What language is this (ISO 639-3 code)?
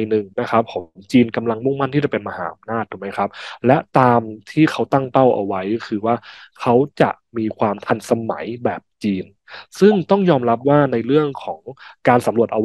tha